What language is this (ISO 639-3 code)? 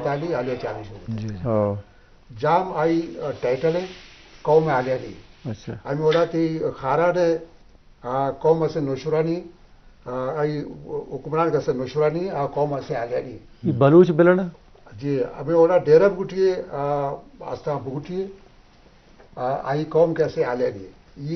bgp